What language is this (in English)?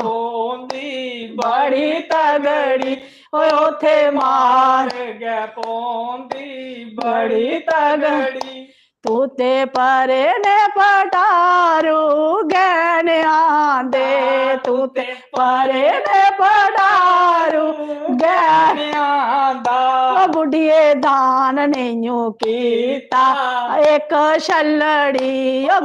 Dogri